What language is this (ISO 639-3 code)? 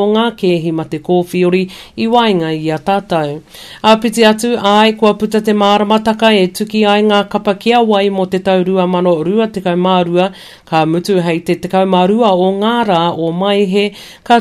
mri